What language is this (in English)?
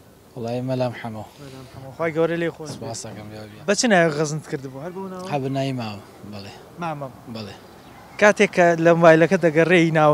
Central Kurdish